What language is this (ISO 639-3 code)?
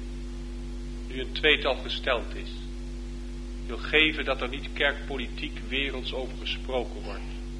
nld